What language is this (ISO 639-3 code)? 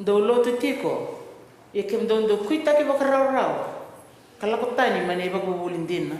fij